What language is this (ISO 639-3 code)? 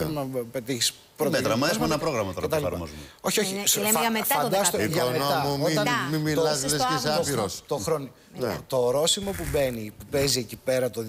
ell